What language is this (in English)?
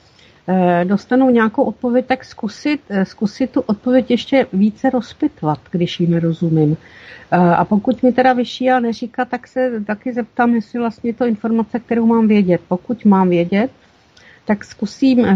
Czech